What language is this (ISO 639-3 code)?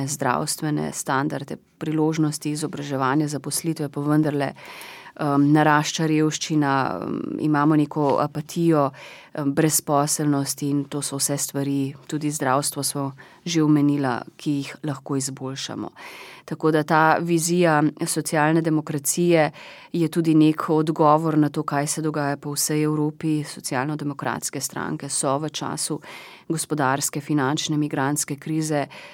slv